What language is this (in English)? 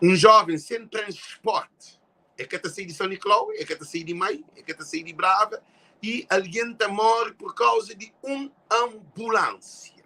Kabuverdianu